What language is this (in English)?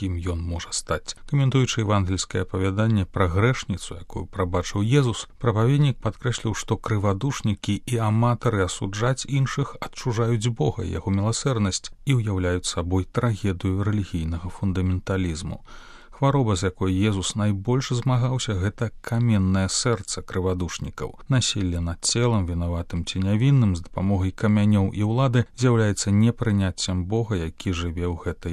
Belarusian